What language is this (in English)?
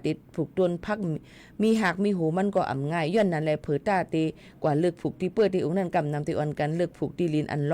Shan